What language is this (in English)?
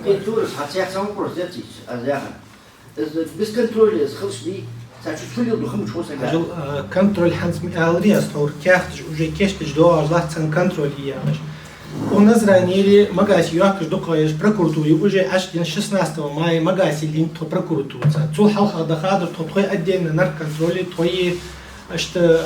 Ingush